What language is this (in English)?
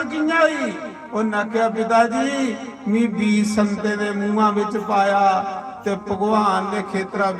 Dogri